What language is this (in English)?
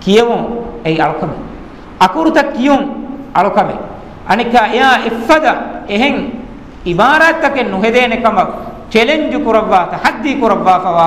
Divehi